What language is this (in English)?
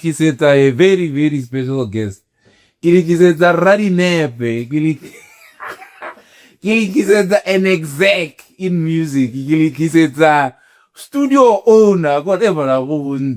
Tswana